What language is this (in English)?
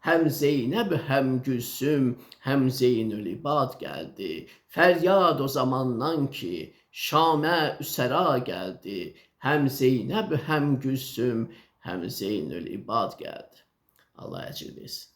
Azerbaijani